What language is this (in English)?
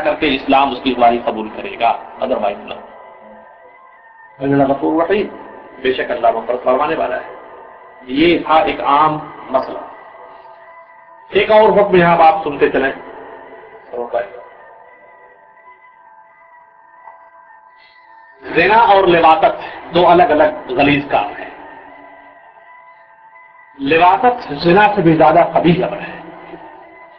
Urdu